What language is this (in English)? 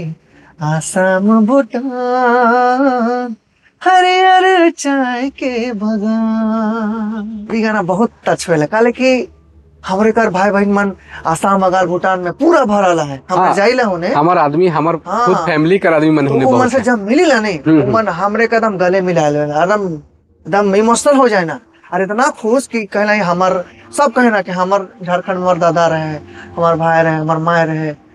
Sadri